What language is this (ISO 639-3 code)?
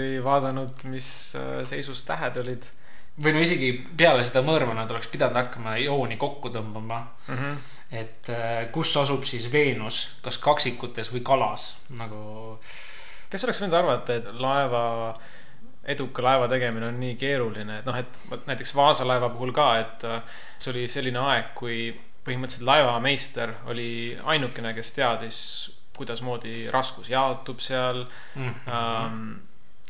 est